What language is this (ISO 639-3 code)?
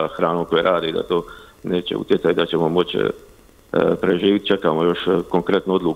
hrv